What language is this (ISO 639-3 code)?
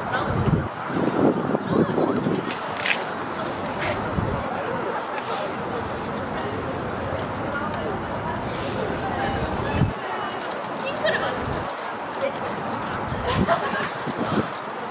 kor